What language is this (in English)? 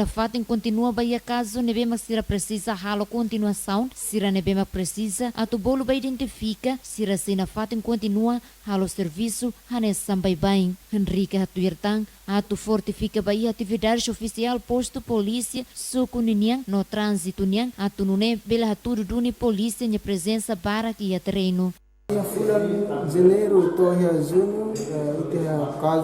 Tetum